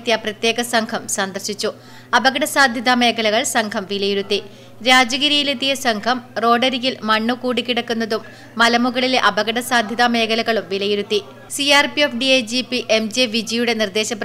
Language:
Malayalam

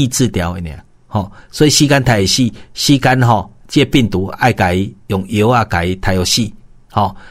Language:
Min Nan Chinese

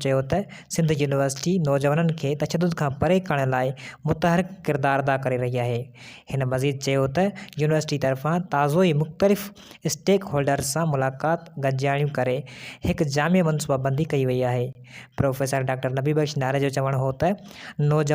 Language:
Sindhi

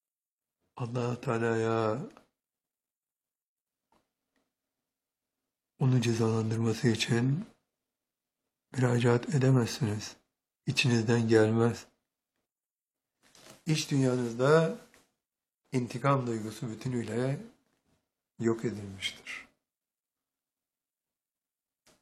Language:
Turkish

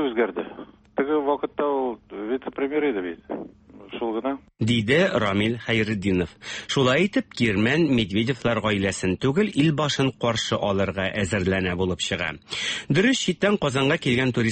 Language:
Tatar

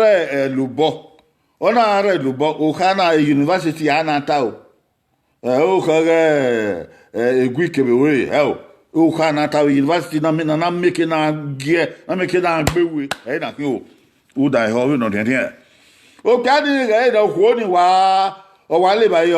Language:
Bini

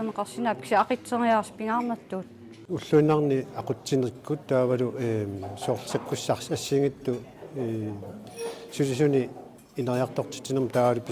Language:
Kalaallisut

